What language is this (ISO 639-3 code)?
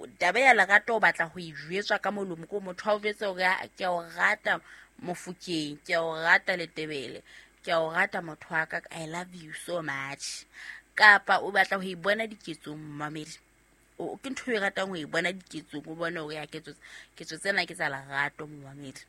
sot